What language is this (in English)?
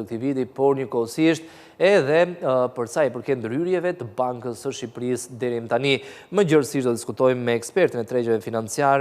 Albanian